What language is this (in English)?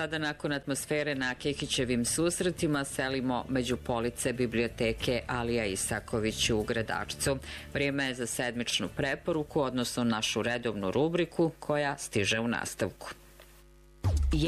Bosnian